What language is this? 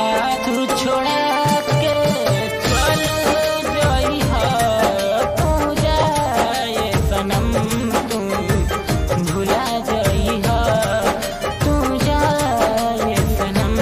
Bhojpuri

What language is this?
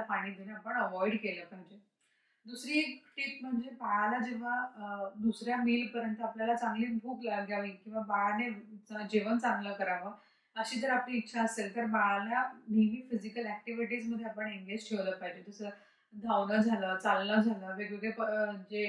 Marathi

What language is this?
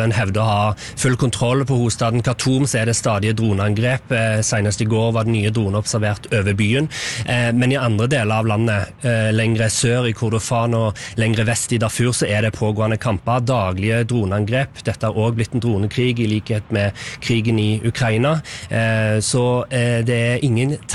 Norwegian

